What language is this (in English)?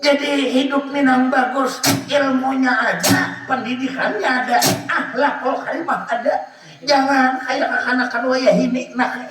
Banjar